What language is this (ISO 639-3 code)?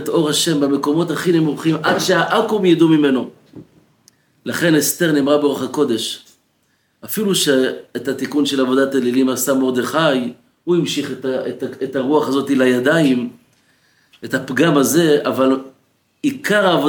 heb